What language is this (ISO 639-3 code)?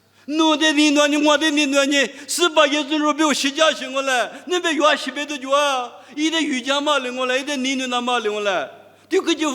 lis